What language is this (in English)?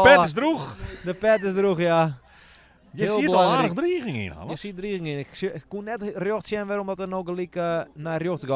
Western Frisian